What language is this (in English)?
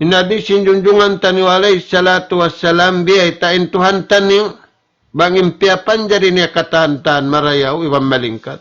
Tausug